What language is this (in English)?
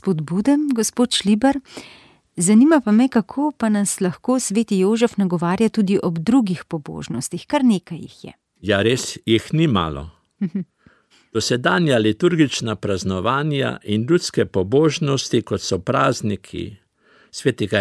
Slovenian